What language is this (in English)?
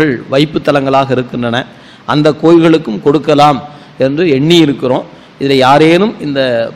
Tamil